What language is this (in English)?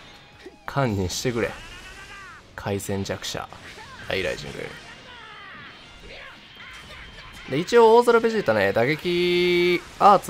Japanese